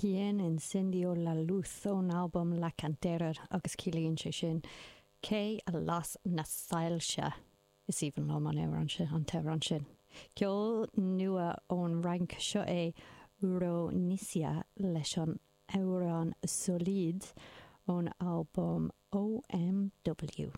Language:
Irish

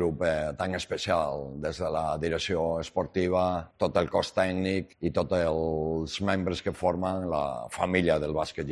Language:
Catalan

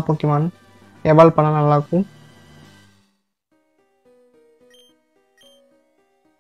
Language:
Tamil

